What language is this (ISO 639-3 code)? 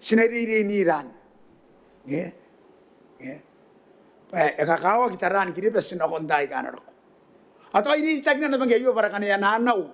gil